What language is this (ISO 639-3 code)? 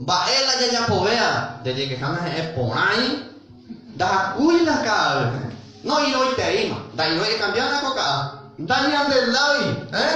grn